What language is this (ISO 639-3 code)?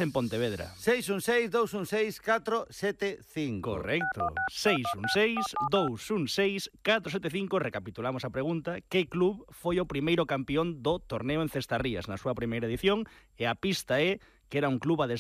glg